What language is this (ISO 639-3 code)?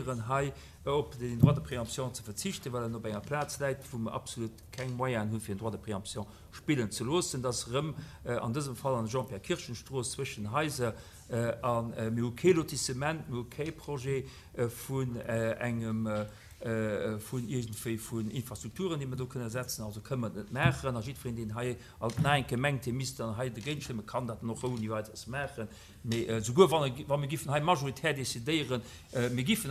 ltz